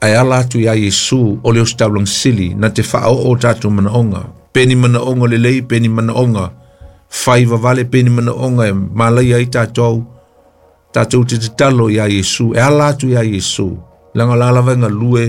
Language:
Samoan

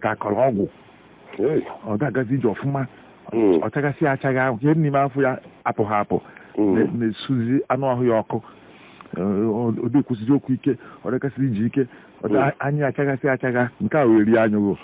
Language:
Igbo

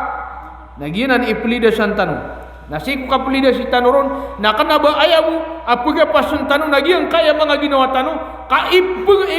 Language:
Maranao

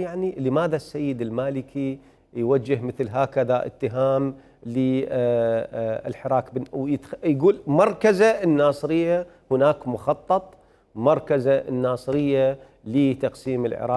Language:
Mesopotamian Arabic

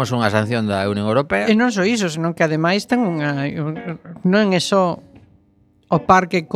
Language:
Galician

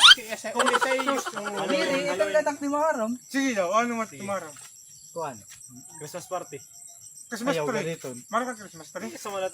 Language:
Waray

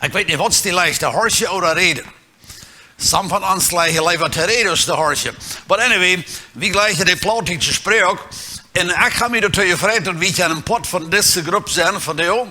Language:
Plautdietsch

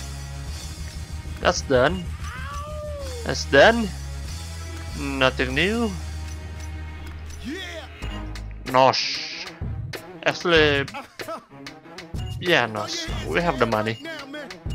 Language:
English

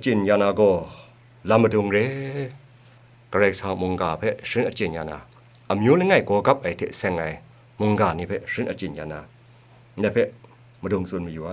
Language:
Kachin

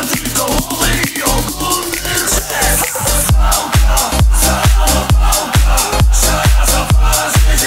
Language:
Polish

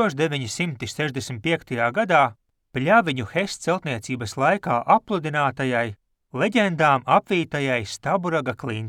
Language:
Latvian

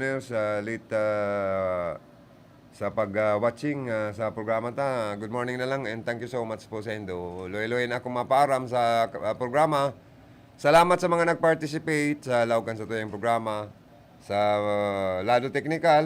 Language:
Bikol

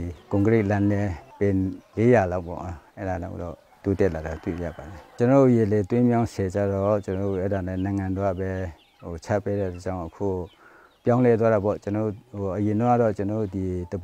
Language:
Burmese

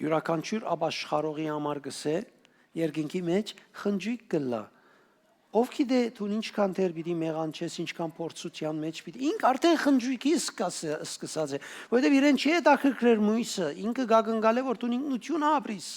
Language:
Western Armenian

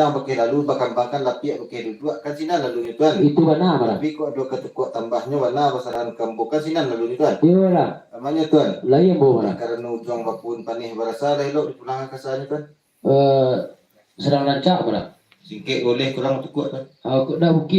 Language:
Minangkabau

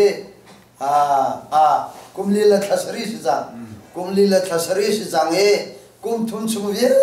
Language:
Hakha Chin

